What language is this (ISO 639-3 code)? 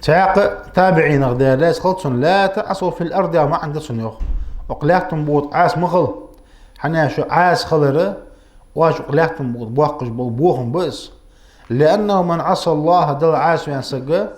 inh